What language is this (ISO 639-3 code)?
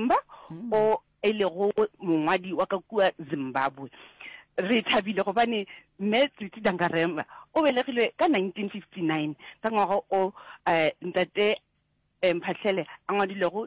nso